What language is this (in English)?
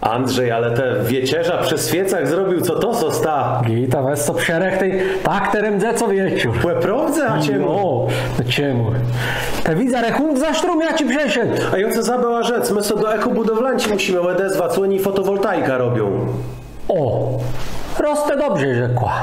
Kashubian